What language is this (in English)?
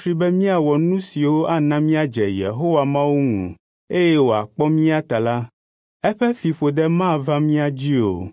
Ewe